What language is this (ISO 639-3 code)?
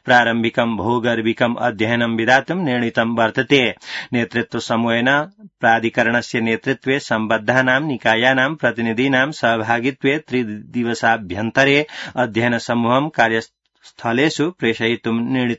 san